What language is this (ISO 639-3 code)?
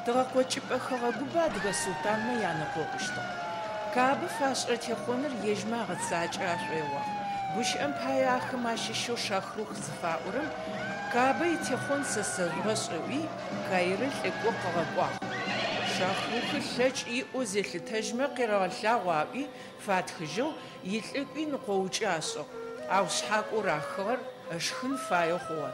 ady